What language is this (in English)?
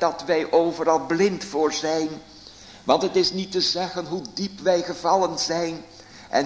Dutch